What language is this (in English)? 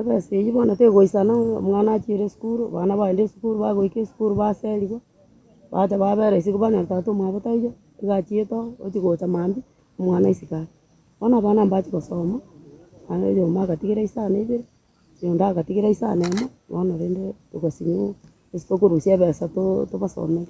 Gusii